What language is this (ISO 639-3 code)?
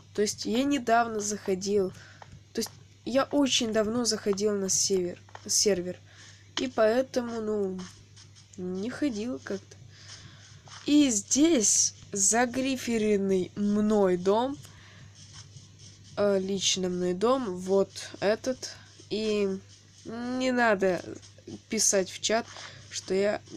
rus